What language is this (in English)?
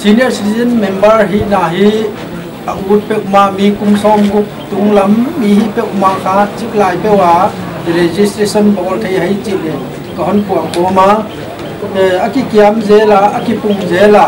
Paite Chin